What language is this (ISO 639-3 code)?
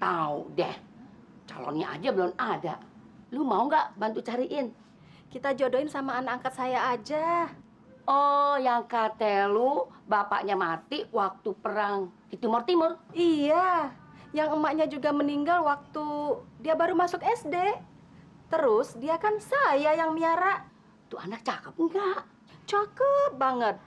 bew